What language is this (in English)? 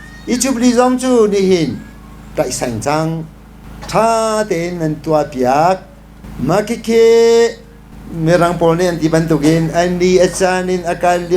Hakha Chin